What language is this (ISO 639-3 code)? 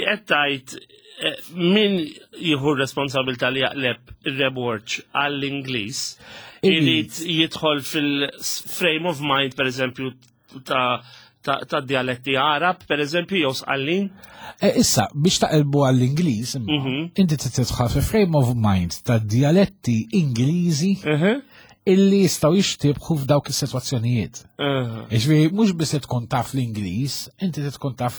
mlt